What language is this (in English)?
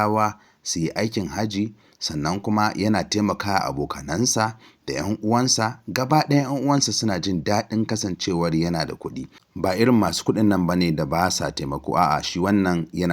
Hausa